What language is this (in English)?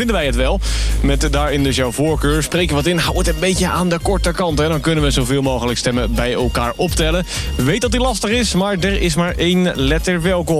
Dutch